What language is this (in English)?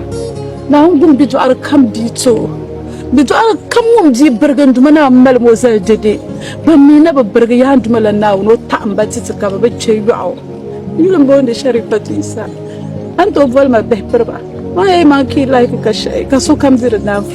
Dagbani